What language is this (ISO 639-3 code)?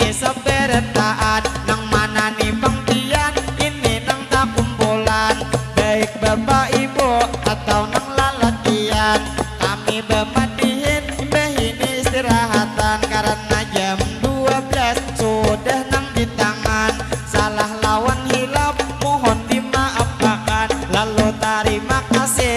bjn